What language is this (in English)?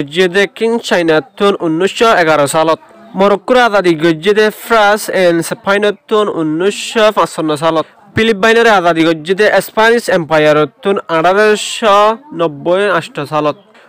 Rohingya